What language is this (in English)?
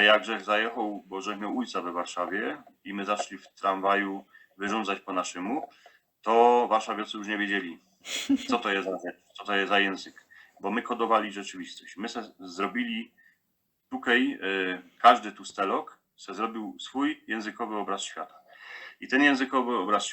Silesian